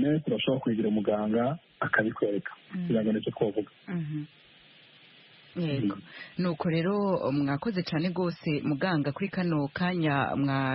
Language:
Kinyarwanda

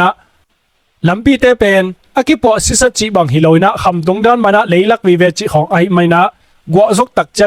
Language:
Tedim Chin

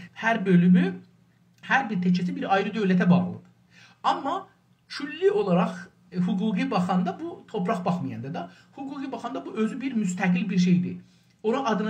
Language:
South Azerbaijani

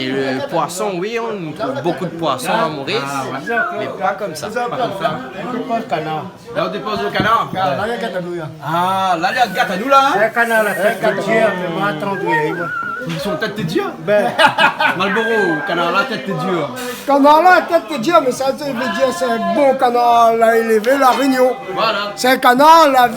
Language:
Réunion Creole French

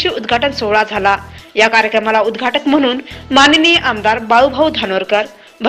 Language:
Marathi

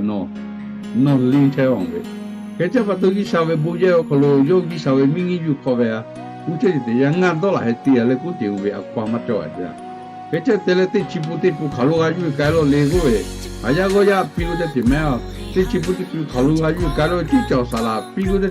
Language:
Lahu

